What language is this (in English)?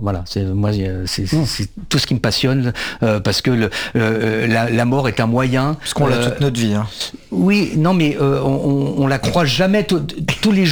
French